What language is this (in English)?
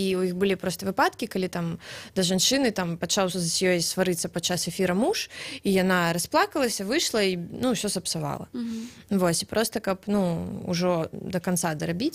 Belarusian